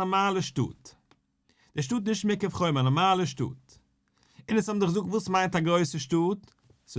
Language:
Yiddish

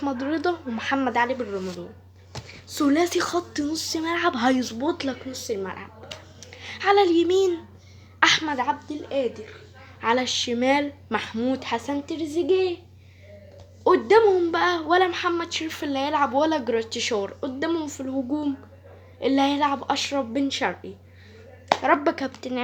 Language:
Egyptian Arabic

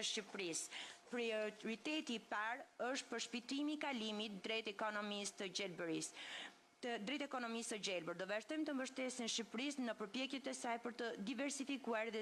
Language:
Albanian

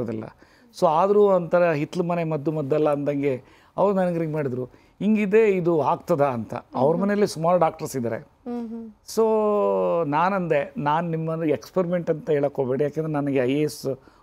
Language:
Kannada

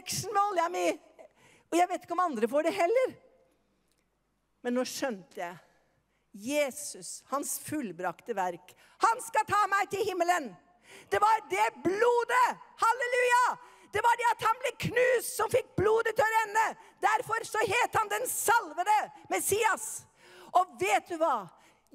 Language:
Norwegian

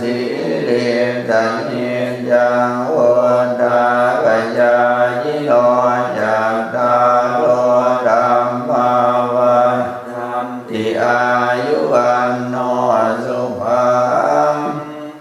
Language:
Pali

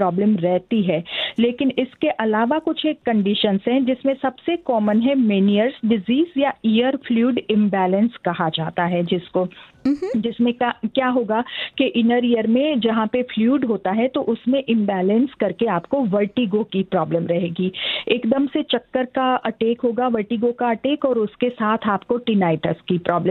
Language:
Hindi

